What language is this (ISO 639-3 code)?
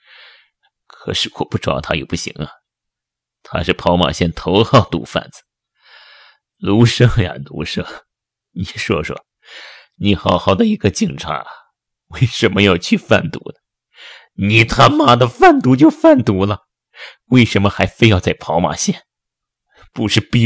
zho